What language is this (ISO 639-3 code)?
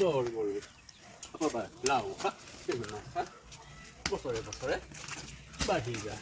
asm